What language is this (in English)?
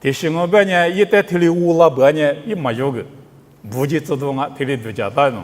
Lisu